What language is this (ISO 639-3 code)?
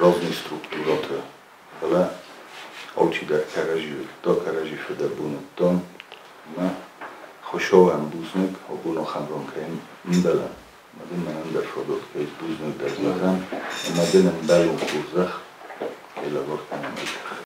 oss